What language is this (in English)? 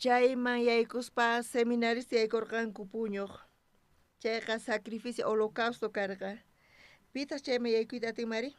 South Bolivian Quechua